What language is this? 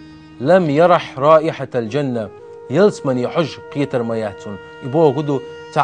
Chechen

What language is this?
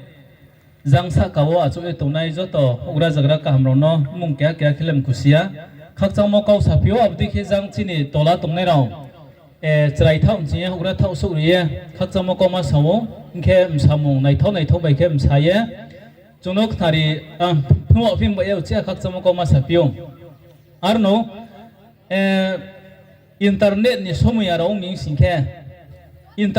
Riang (India)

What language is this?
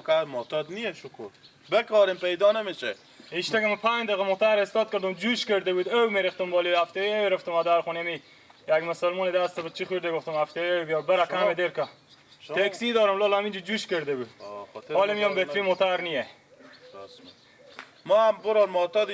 Persian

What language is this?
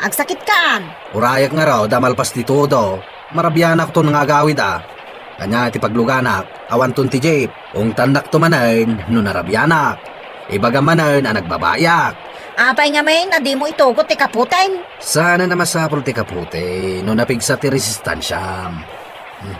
Iloko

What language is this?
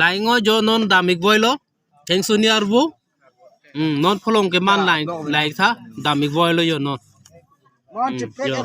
Karbi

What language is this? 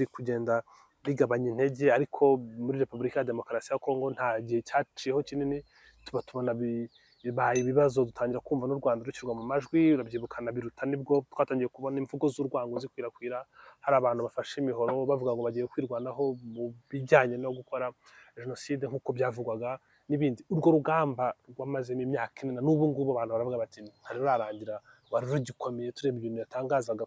Kinyarwanda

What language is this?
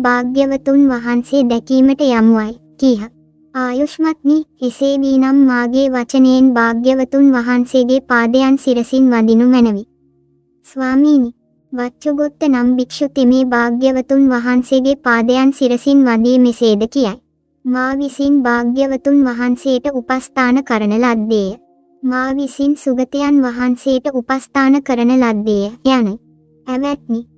Sinhala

